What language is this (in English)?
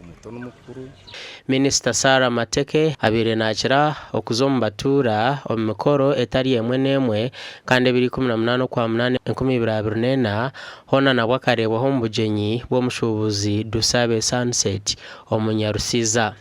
Nyankole